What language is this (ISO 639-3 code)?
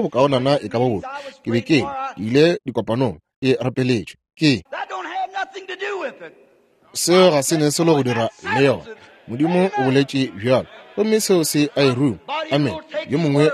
nso